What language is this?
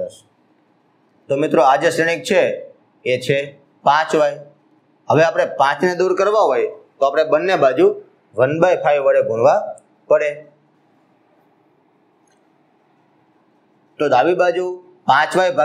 Gujarati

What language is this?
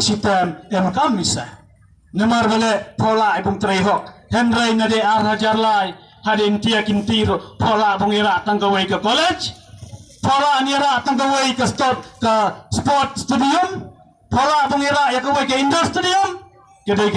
Khasi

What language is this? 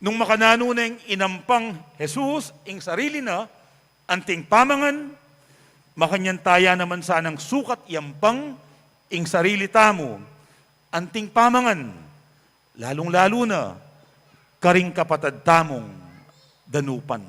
Pampanga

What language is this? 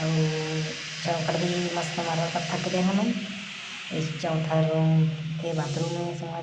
Chhattisgarhi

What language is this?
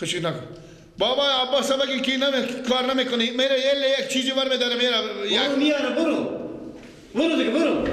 Persian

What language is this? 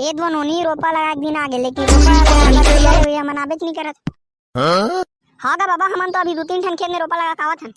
Chhattisgarhi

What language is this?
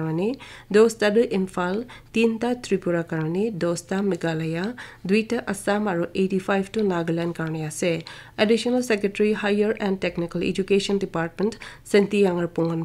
Naga Pidgin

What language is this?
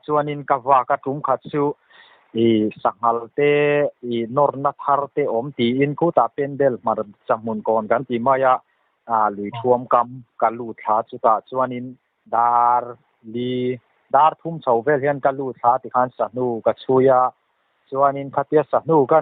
Mizo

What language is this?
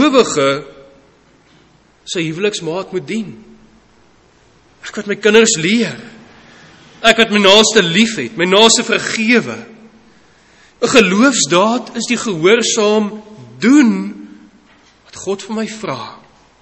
Afrikaans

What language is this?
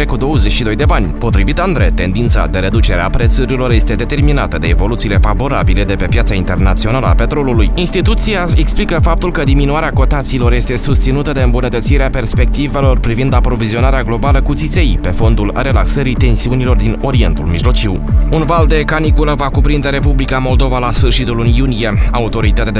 Romanian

